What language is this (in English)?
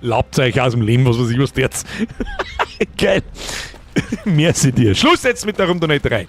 Bavarian